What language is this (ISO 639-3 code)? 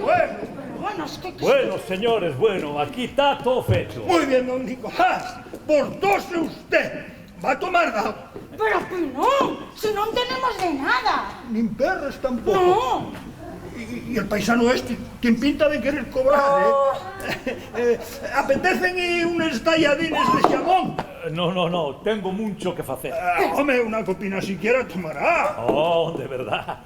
ast